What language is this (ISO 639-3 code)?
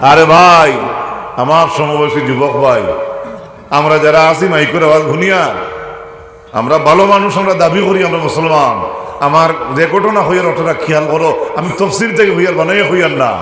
syl